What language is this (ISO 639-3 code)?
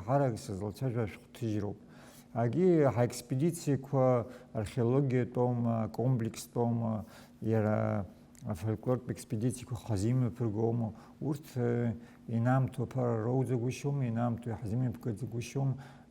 abk